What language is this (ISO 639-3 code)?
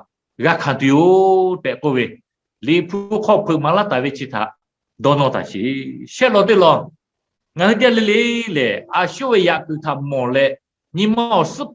lhu